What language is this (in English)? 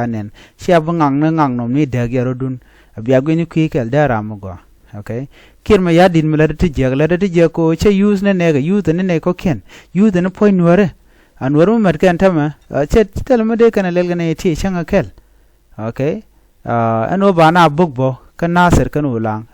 Nuer